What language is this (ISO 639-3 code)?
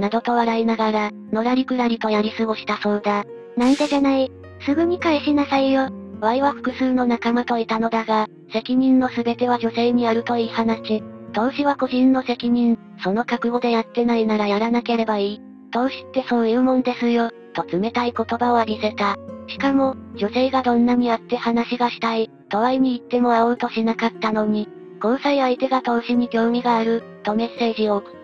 jpn